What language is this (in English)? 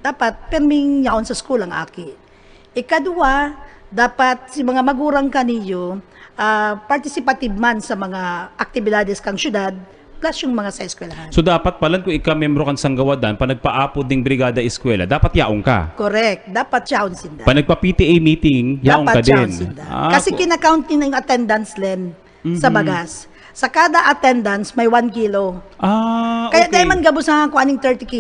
Bikol